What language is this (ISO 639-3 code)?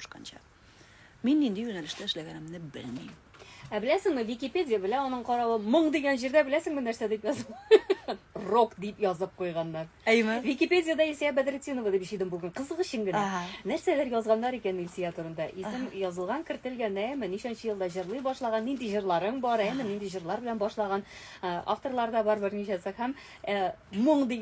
tat